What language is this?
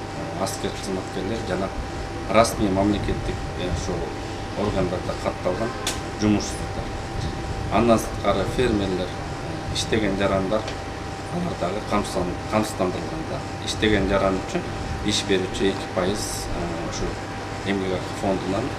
Kyrgyz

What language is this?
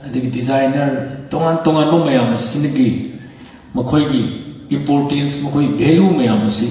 Manipuri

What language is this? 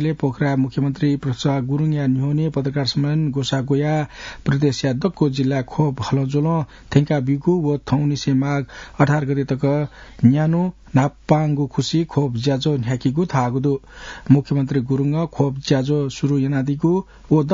Newari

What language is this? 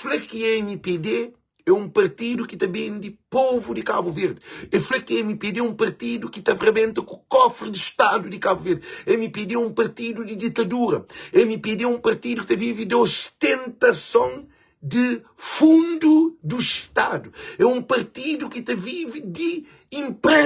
Kabuverdianu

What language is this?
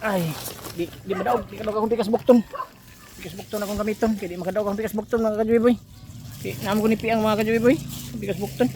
Cebuano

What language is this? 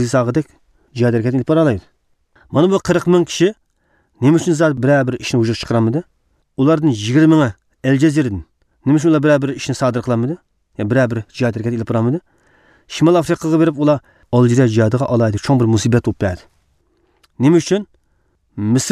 Uyghur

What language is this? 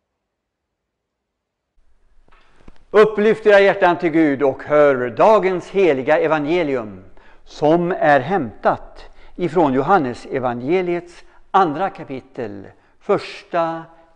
Swedish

